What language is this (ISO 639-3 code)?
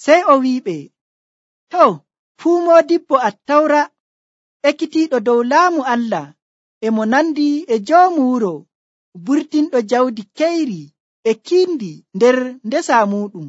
fuv